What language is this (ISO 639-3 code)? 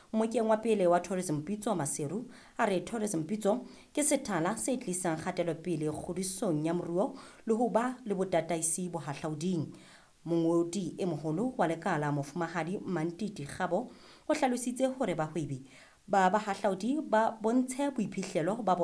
sot